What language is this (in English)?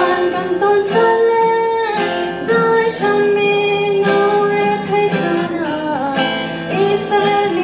Hakha Chin